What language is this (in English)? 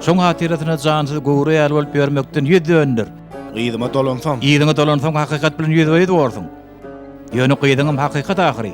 Turkmen